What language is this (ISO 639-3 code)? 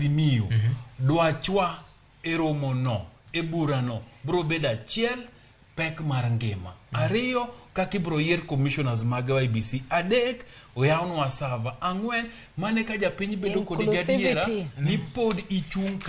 luo